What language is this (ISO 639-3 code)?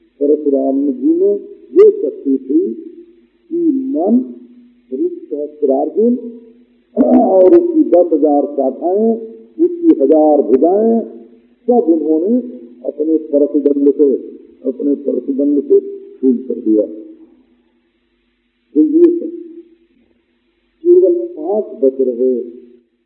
hin